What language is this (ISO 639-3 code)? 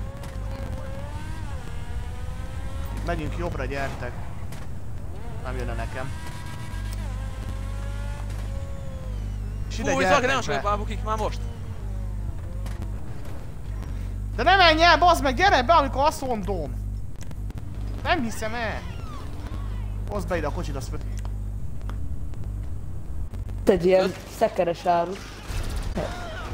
hun